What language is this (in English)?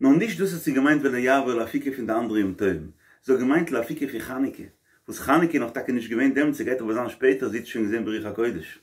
Yiddish